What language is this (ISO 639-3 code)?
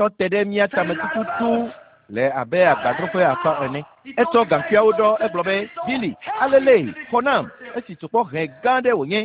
ewe